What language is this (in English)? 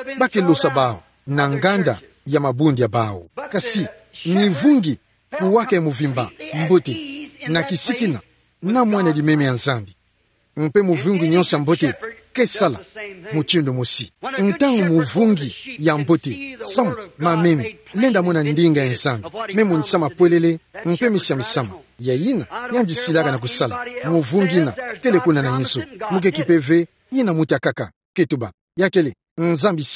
Kituba (Democratic Republic of Congo)